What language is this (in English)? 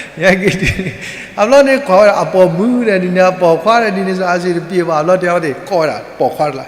S'gaw Karen